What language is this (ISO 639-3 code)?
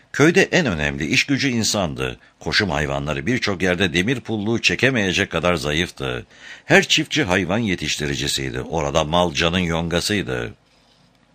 tur